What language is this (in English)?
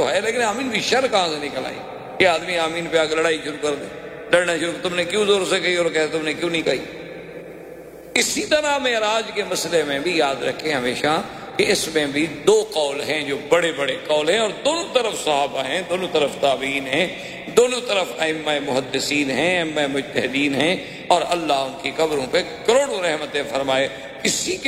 Urdu